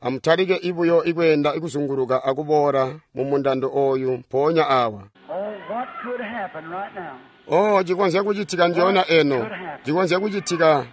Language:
Tonga (Zambia)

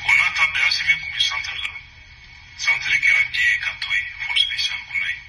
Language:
Bambara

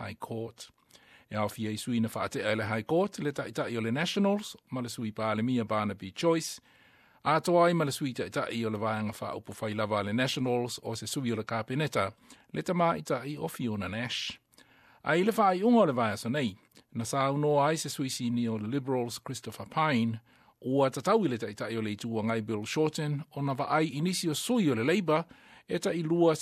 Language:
Samoan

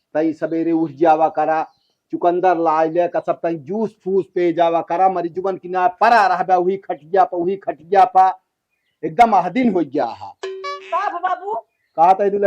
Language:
Awadhi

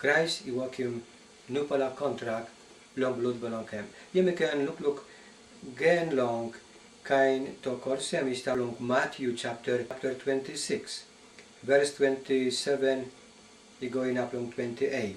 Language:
Tok Pisin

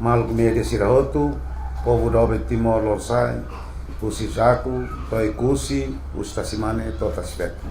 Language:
Tetum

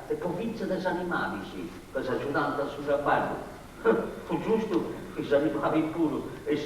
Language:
Sardinian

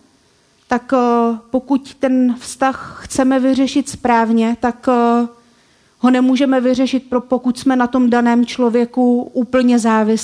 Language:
Czech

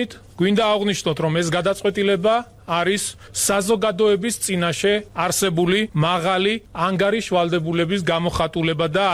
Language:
Georgian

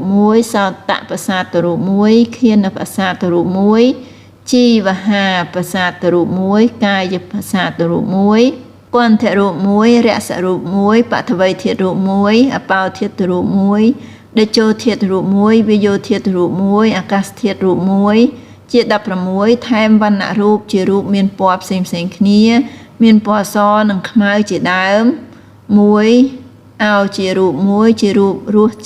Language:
Khmer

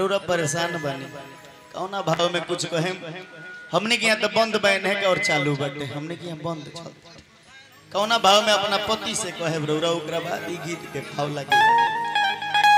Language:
Bhojpuri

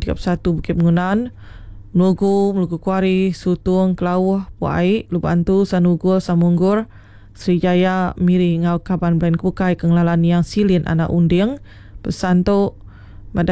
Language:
Iban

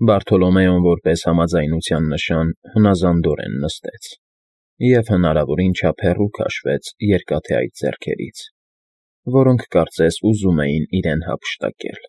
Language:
Armenian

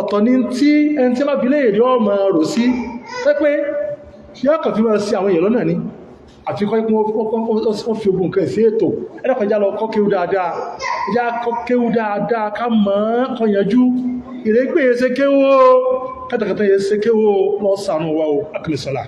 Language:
Yoruba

